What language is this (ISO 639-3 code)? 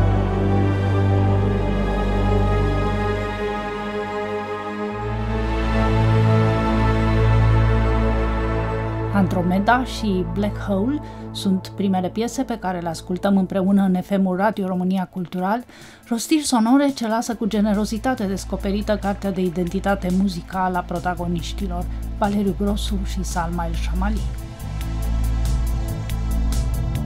ron